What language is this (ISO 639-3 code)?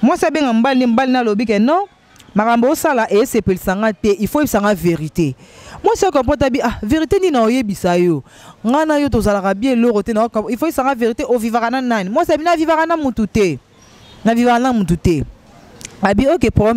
lin